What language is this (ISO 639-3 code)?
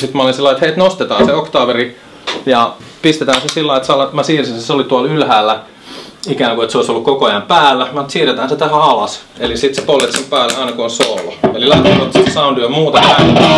fin